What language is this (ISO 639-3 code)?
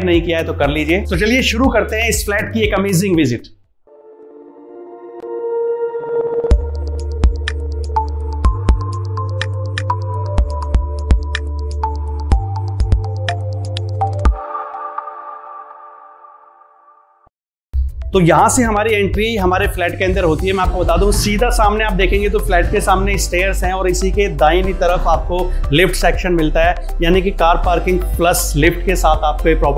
hin